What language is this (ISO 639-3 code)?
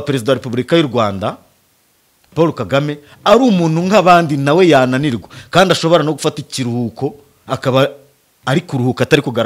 kin